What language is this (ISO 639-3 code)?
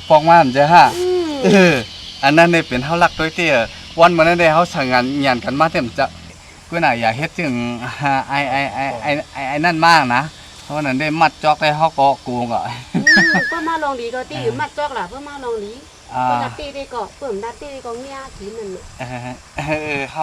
shn